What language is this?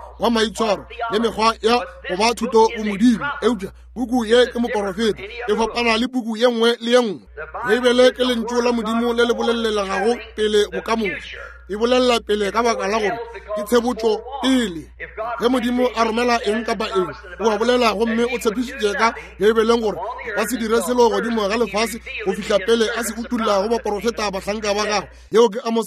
Northern Sotho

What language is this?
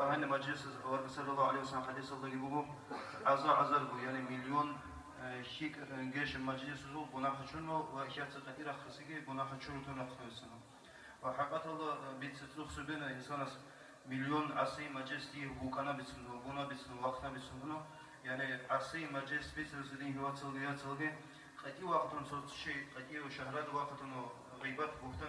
Avaric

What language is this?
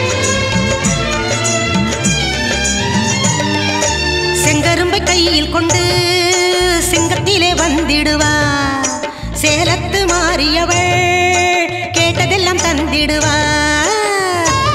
Tamil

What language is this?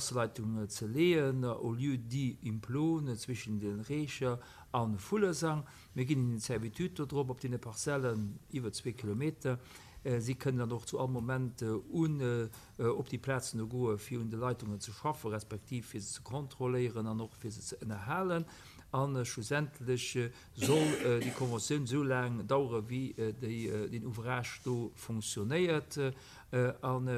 Luxembourgish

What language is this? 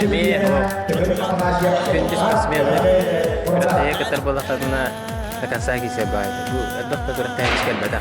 Yakut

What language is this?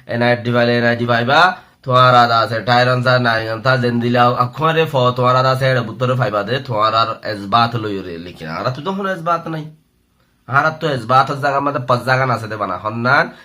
Rohingya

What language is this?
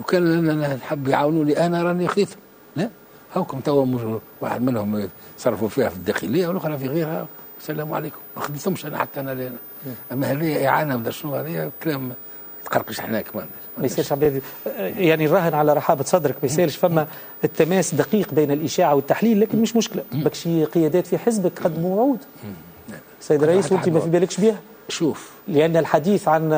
Tunisian Arabic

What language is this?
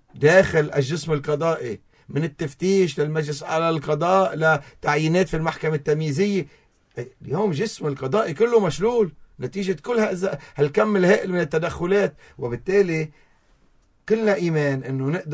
North Levantine Arabic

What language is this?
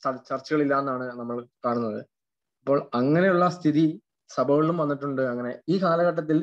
Malayalam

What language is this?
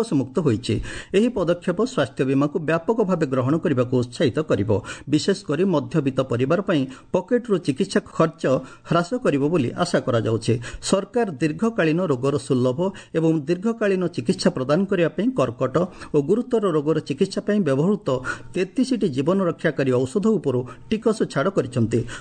Odia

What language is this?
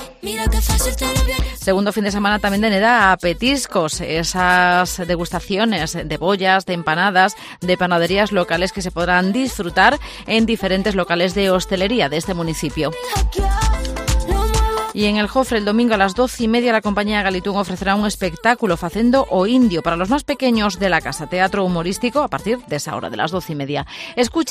Spanish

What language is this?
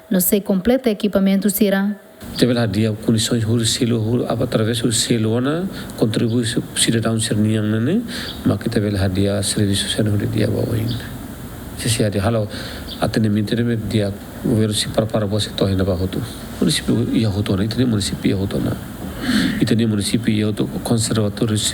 Tetum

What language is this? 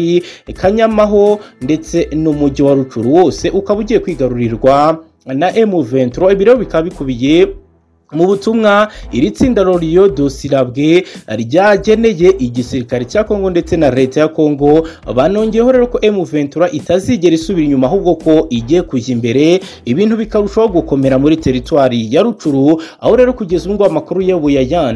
Kinyarwanda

